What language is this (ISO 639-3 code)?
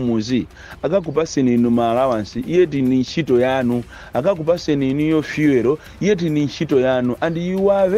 nya